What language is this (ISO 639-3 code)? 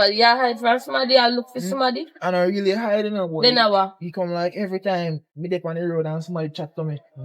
jam